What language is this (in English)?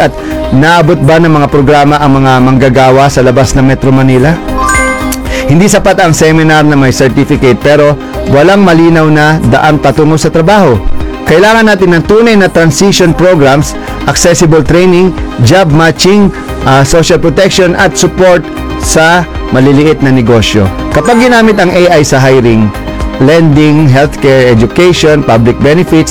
Filipino